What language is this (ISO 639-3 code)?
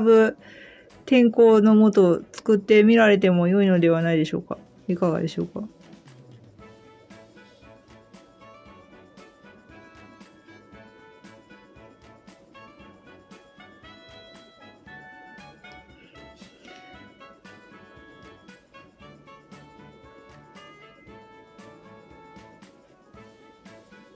jpn